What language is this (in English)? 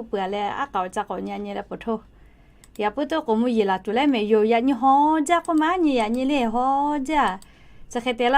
Lahu